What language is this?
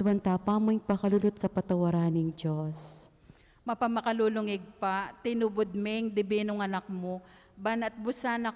Pampanga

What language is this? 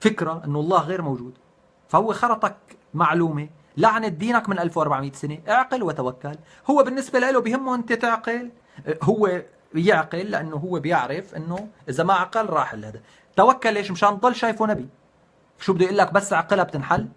North Levantine Arabic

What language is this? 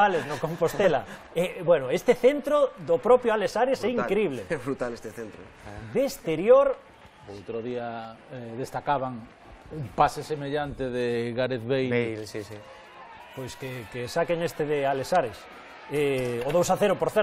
Galician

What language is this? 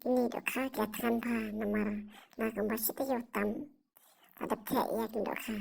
Khasi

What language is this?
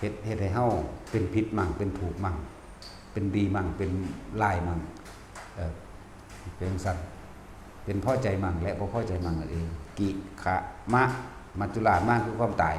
Lao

